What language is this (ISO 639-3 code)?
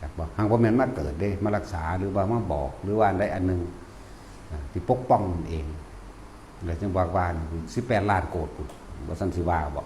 tts